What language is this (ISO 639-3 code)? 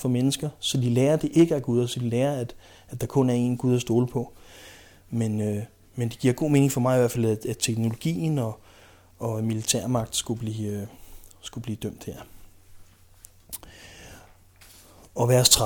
dan